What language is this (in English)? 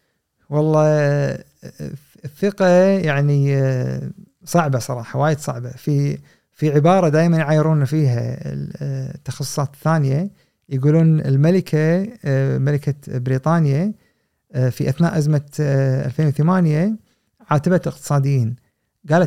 Gulf Arabic